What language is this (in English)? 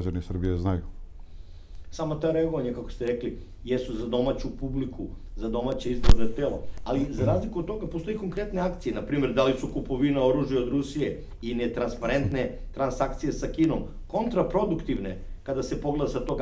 Serbian